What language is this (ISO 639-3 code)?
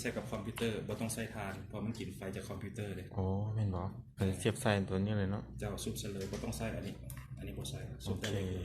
lao